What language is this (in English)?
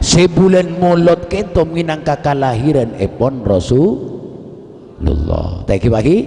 Madurese